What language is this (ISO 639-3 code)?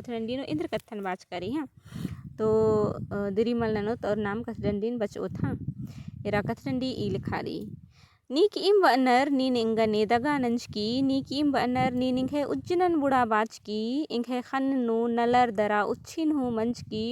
kru